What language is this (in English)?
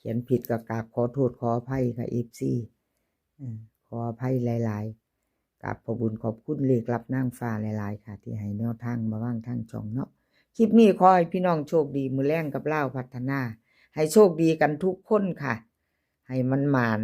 Lao